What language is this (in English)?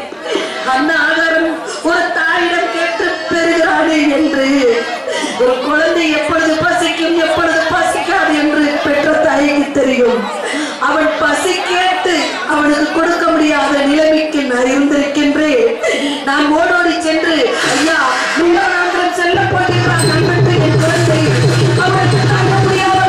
Tamil